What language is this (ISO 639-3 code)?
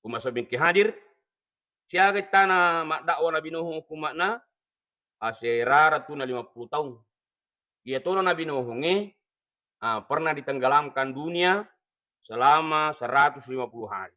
bug